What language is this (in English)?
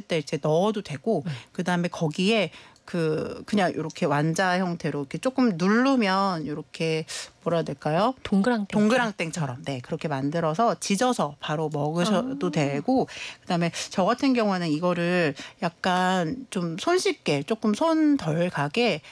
Korean